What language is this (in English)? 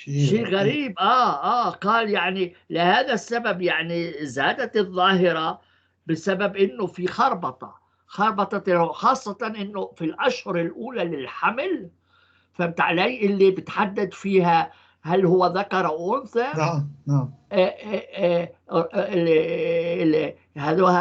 North Levantine Arabic